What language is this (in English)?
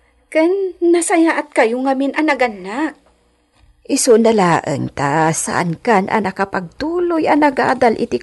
Iloko